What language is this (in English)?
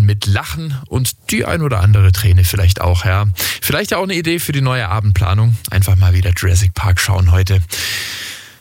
German